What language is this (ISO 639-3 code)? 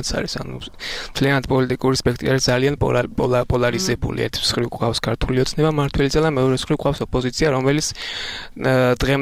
kat